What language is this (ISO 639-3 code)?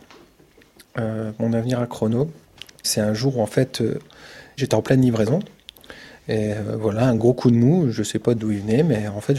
fra